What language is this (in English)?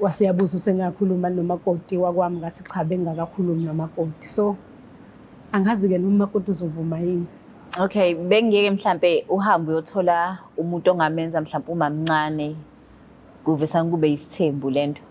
Zulu